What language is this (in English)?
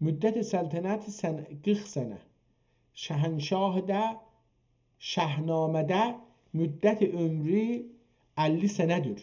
South Azerbaijani